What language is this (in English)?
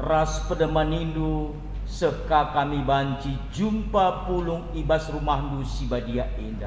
Batak Karo